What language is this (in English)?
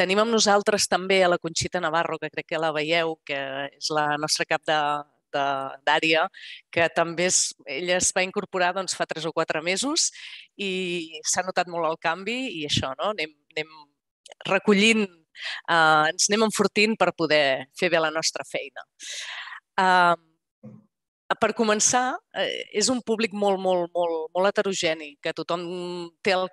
Catalan